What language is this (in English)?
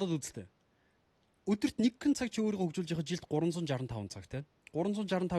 Mongolian